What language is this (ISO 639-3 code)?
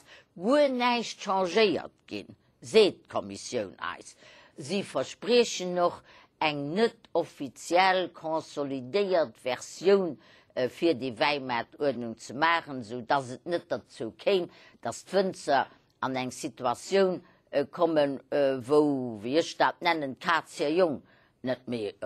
ltz